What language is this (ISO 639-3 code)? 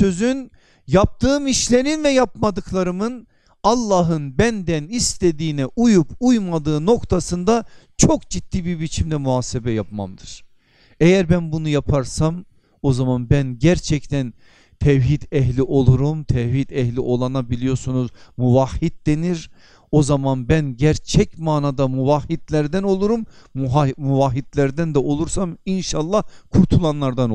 tur